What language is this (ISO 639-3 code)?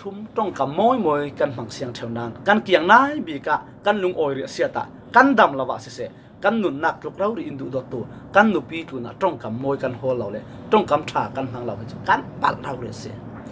cfm